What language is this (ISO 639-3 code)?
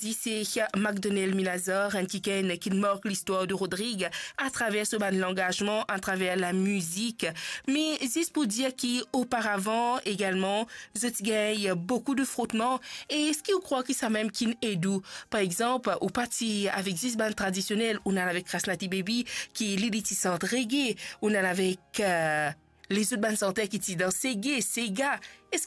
mfe